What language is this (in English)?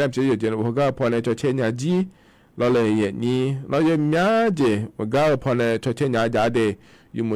Akha